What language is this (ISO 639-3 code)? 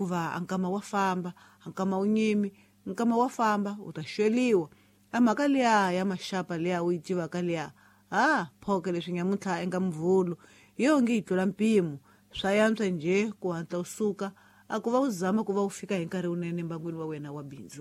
tso